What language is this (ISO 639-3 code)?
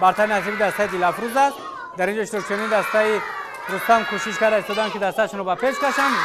tgk